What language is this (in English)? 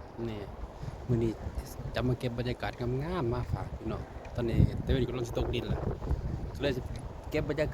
Lao